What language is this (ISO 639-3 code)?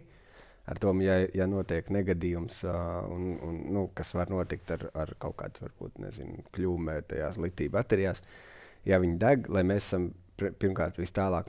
lav